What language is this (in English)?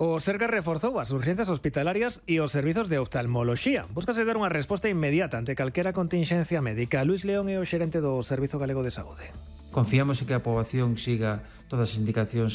Galician